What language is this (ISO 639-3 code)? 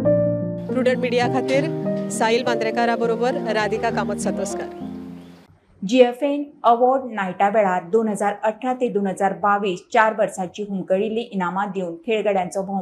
kok